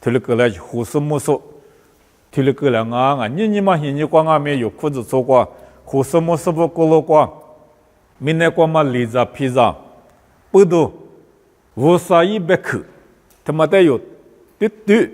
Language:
Lisu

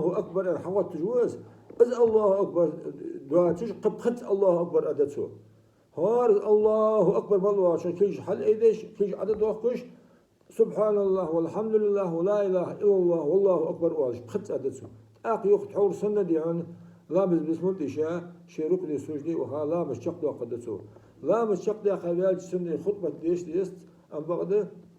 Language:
Ingush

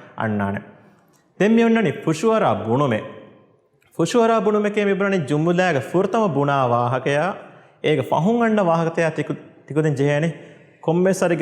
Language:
Divehi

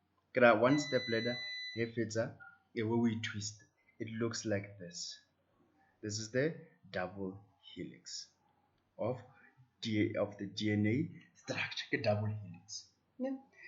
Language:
Tswana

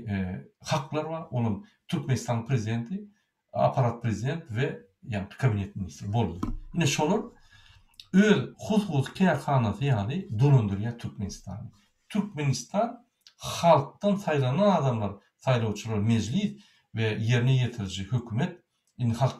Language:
Turkmen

